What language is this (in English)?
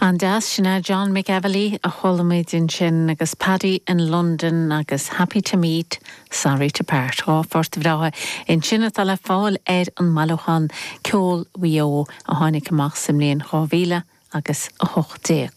Irish